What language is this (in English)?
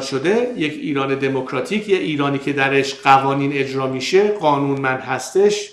Persian